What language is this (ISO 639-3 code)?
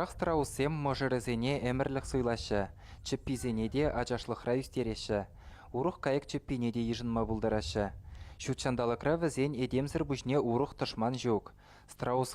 chv